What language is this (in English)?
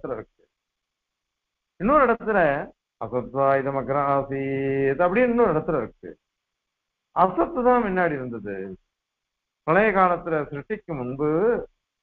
Tamil